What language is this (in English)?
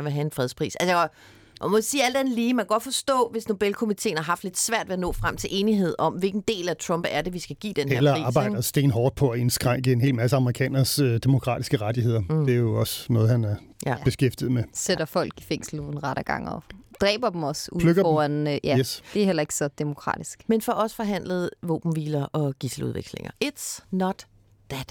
Danish